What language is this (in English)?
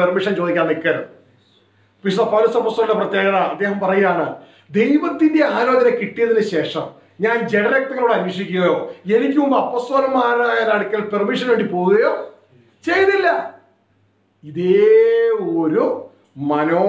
Malayalam